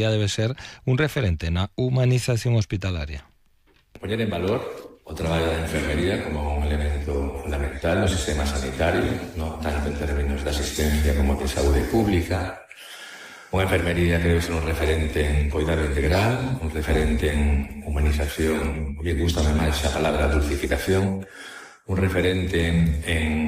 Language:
Galician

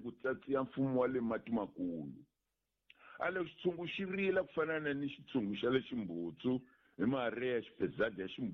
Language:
Tsonga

